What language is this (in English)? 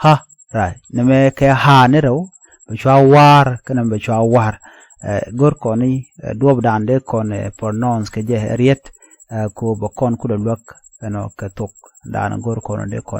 Nuer